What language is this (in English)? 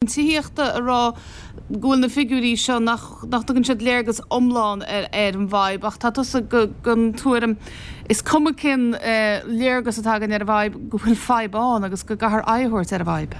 Irish